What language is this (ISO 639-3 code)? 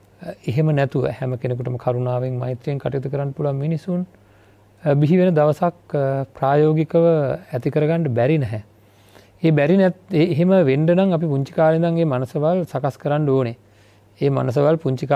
sin